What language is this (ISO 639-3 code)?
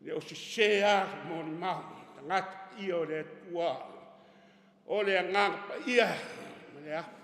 smo